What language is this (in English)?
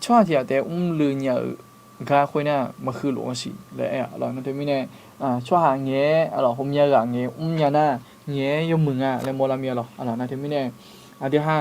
Akha